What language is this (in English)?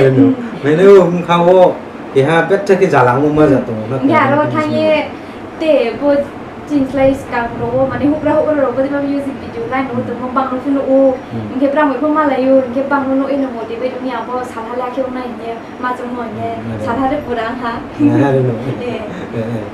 Riang (India)